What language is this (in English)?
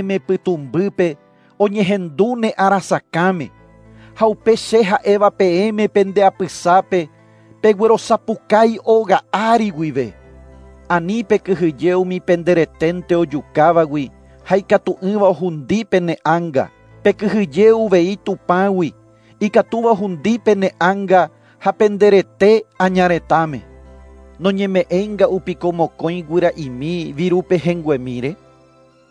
Guarani